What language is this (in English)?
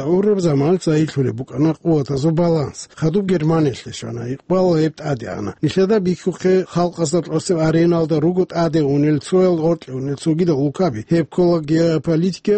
Avaric